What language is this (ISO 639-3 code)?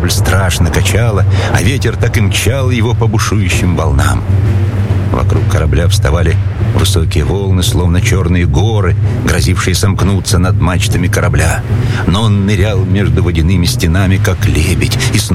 rus